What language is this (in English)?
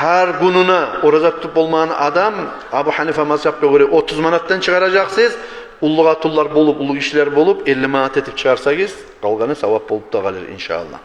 Kumyk